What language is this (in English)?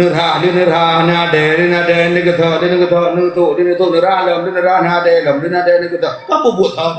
Achinese